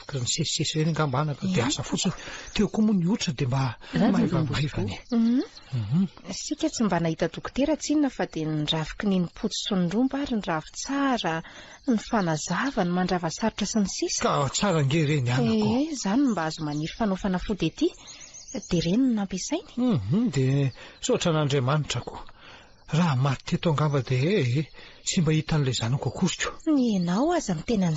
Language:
Malagasy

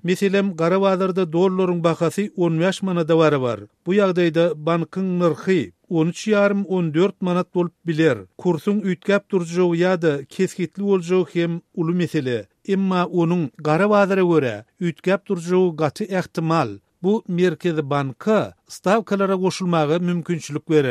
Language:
Turkmen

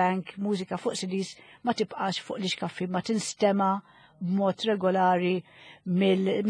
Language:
Maltese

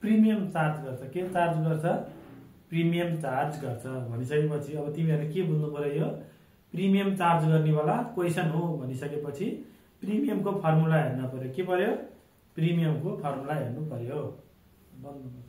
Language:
Nepali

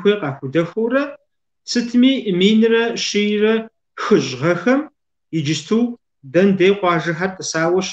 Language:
Kabardian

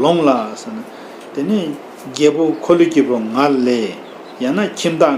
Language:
Tibetan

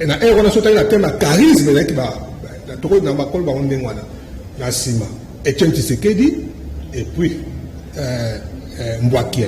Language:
Lingala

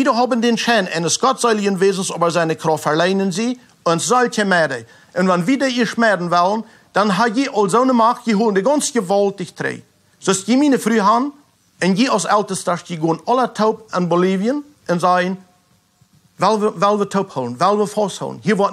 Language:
Plautdietsch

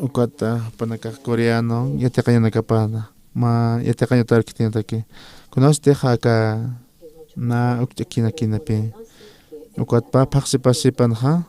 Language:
Aymara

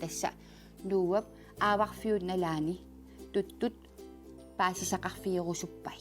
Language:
Kalaallisut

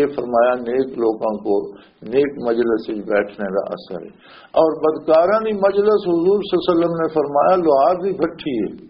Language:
Western Panjabi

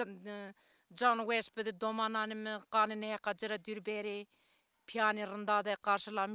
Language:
Zaza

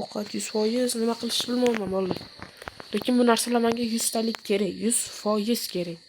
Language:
Uzbek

